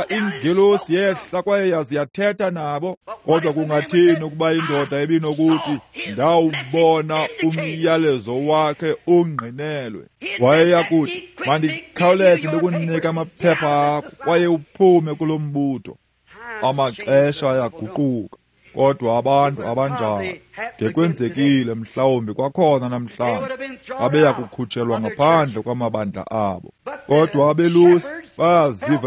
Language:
Xhosa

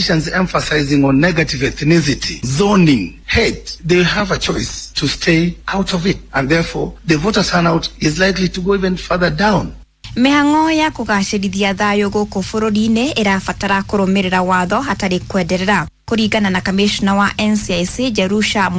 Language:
Kikuyu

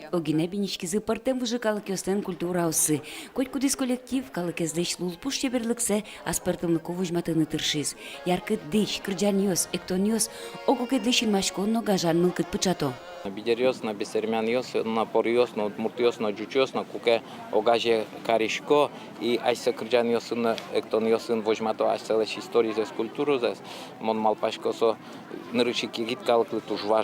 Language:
Udmurt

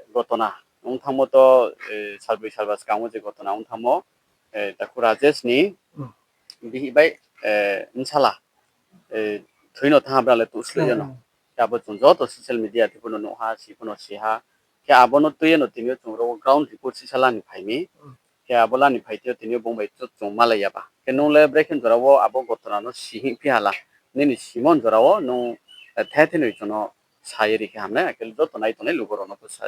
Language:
Riang (India)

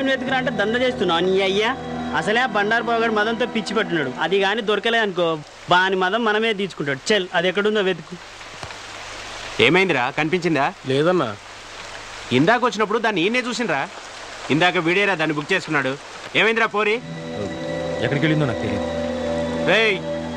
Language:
Telugu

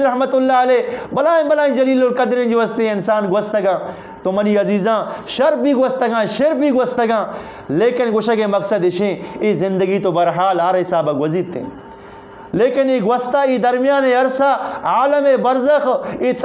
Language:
Eastern Balochi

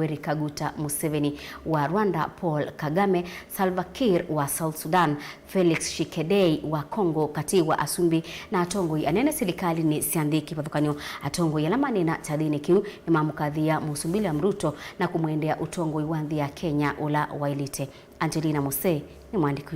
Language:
Kamba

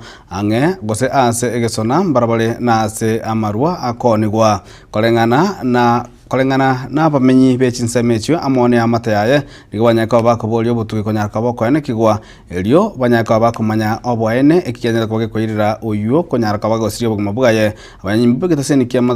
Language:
Gusii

